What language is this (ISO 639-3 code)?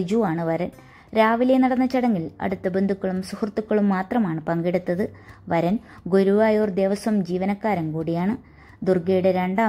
mal